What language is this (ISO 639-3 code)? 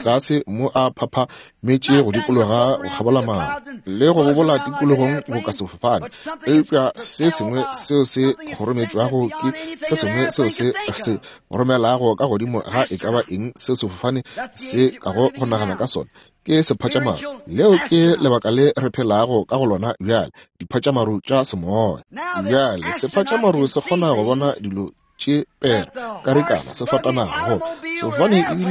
nso